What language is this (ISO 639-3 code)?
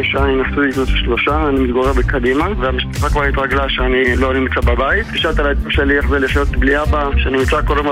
heb